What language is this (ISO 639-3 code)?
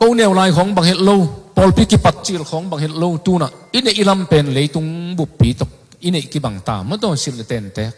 ctd